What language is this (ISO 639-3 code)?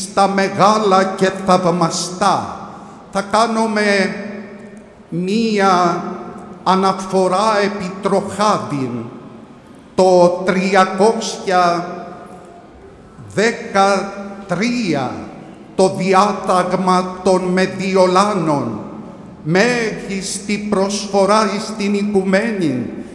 ell